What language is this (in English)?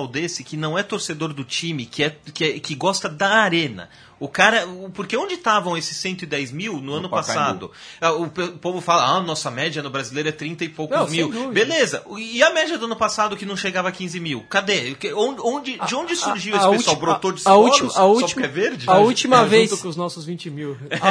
Portuguese